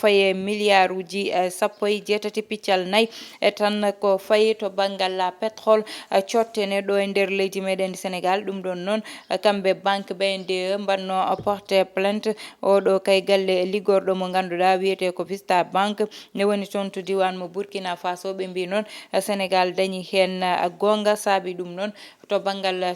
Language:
Fula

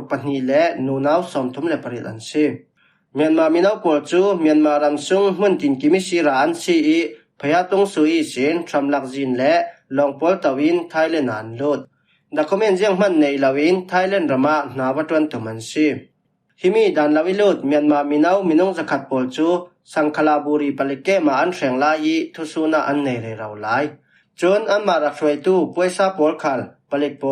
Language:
Falam Chin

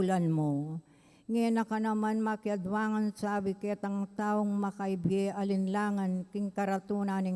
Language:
Pampanga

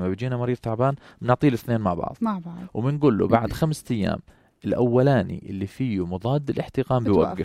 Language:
North Levantine Arabic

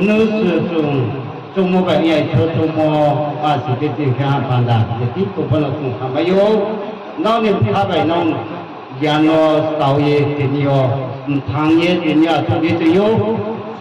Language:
Riang (India)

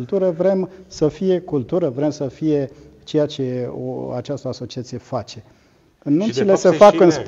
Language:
Romanian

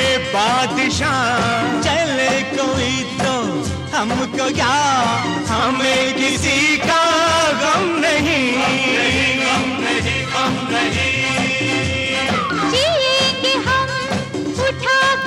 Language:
Hindi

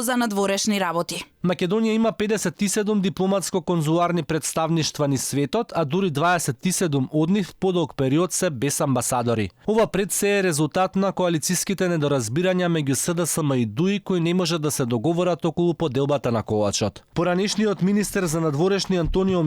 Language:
Macedonian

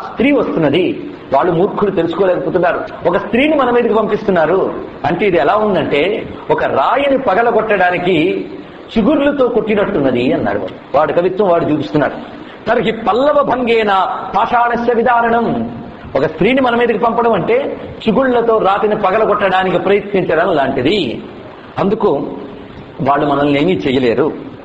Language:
Telugu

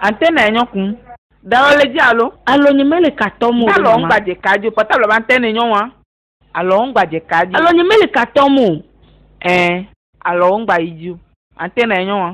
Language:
Ewe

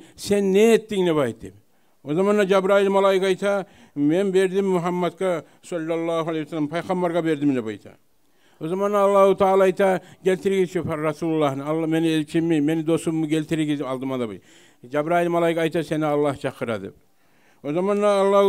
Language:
Kumyk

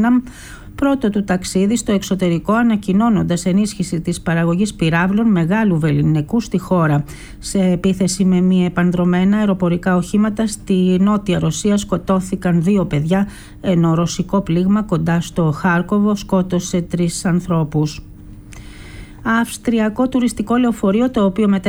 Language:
Greek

